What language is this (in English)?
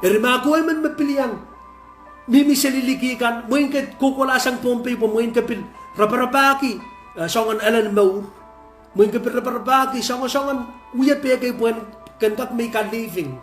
Pohnpeian